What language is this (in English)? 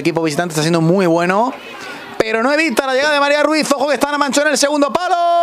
Spanish